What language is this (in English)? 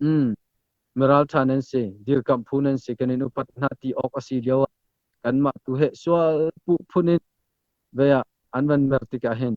Hakha Chin